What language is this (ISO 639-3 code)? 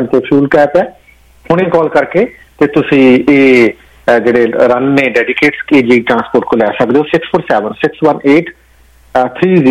pan